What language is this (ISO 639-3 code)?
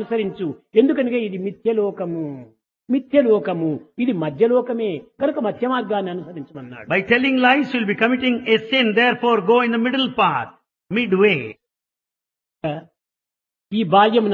tel